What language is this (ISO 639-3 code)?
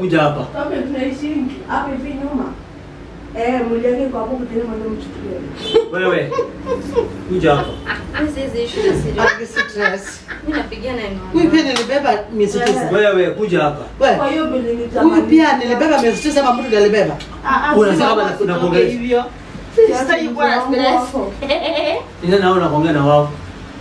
swa